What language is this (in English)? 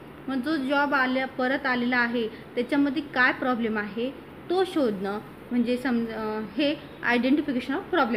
Marathi